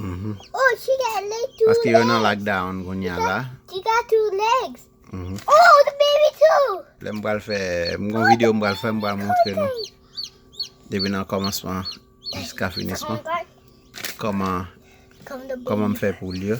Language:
Haitian Creole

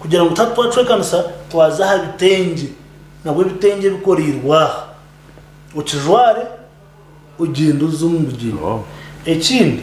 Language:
Nyankole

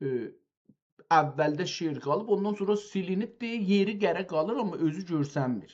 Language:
South Azerbaijani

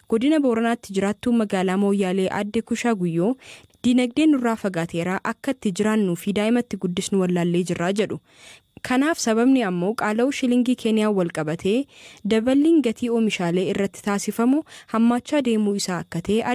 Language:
Oromo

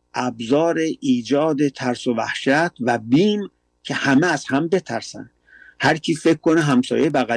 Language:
Persian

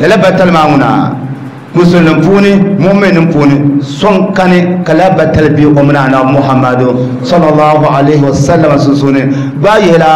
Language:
Dagbani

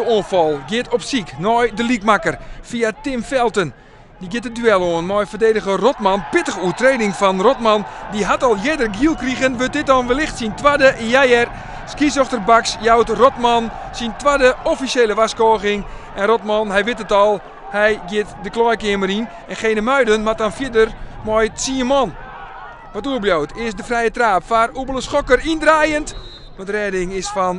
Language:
Western Frisian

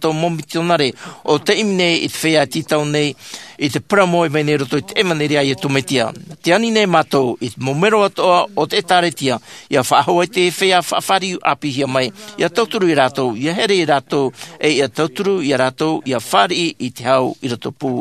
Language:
Tahitian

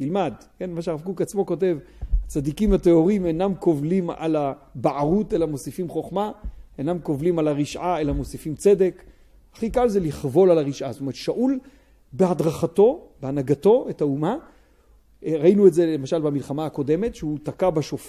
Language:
Hebrew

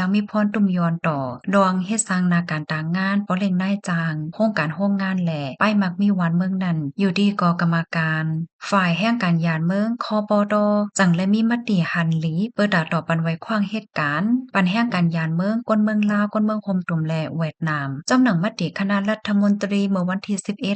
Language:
Shan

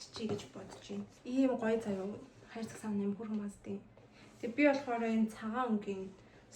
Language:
Mongolian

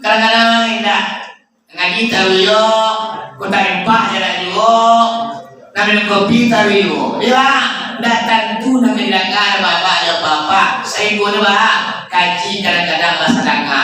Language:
Minangkabau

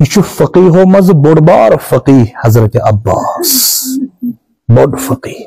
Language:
Kashmiri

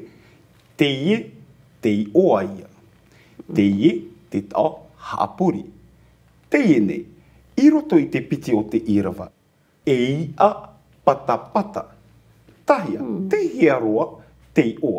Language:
Tahitian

